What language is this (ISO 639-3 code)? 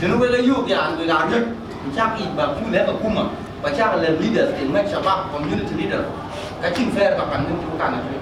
din